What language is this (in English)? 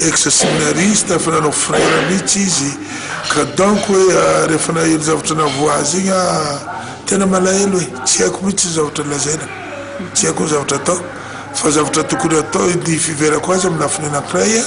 Malagasy